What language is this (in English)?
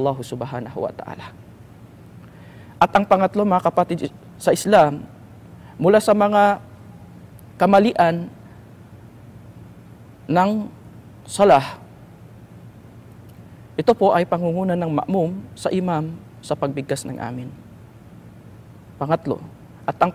Filipino